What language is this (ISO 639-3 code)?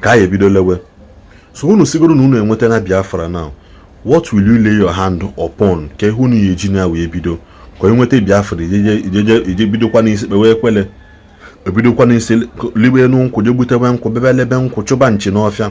ibo